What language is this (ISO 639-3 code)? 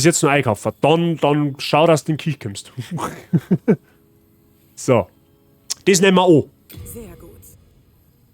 bar